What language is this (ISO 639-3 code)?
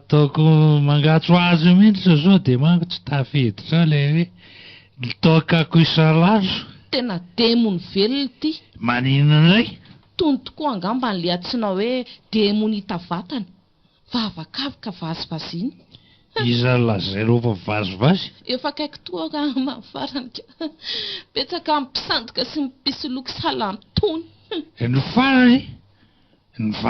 mlg